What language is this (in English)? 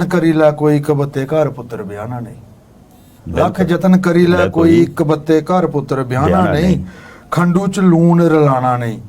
Dogri